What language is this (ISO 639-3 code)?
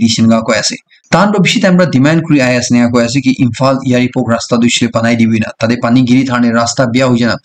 nag